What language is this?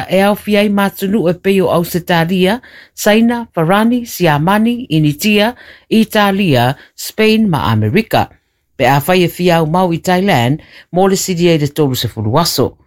Samoan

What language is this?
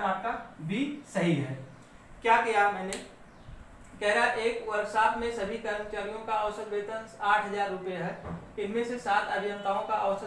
Hindi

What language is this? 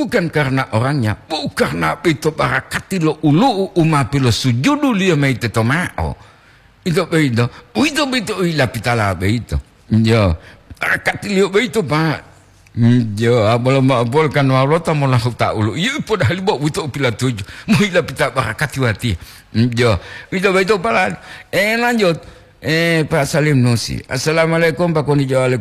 Gorontalo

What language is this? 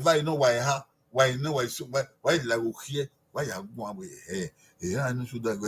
Bini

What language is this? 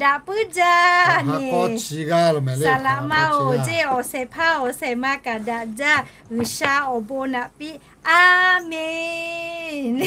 Lahu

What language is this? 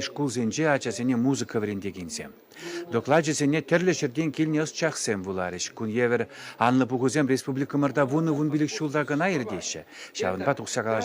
Chuvash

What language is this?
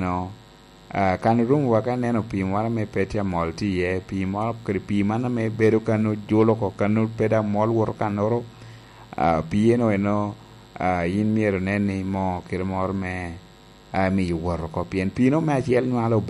Lango (Uganda)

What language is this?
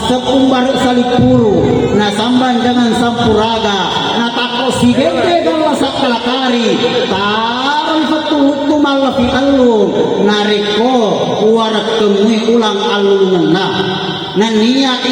Buginese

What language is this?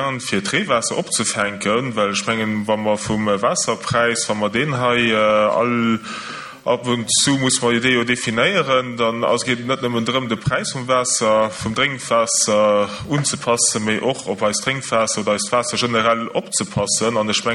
Luxembourgish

